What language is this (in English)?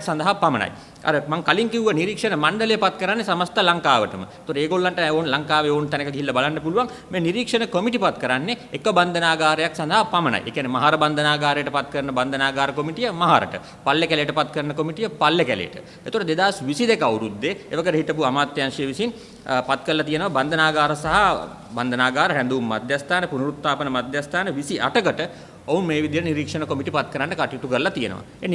Sinhala